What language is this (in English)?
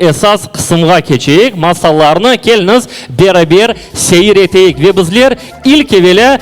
Crimean Tatar